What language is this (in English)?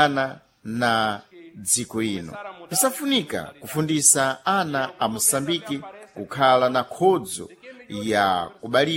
Sena